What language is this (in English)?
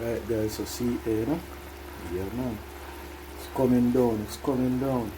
Jamaican Creole English